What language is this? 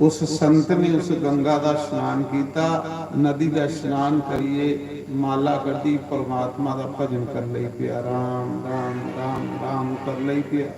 Dogri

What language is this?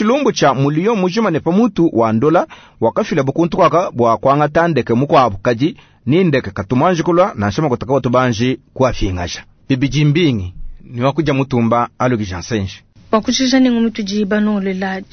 Luba-Lulua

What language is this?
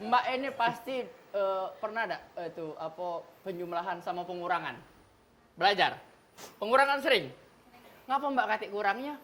Musi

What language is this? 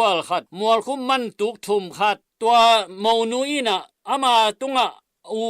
Tedim Chin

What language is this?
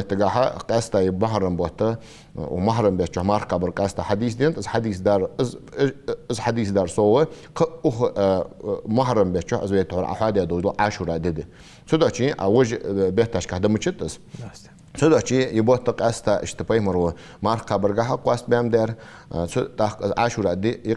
Ingush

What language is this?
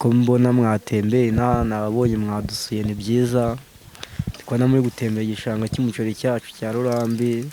Kinyarwanda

